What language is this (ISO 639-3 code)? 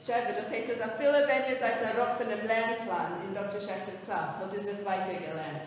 yid